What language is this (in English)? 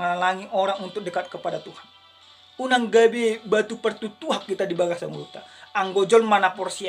Batak Toba